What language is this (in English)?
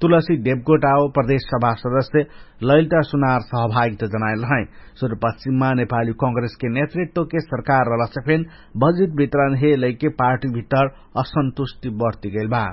Dangaura Tharu